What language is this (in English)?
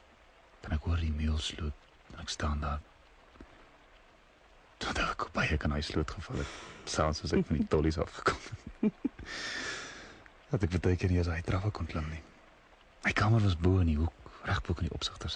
Afrikaans